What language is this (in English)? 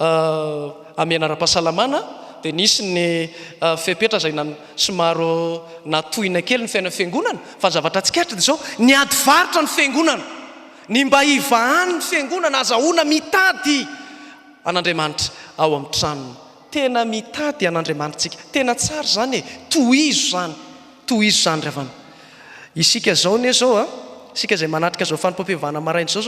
Malagasy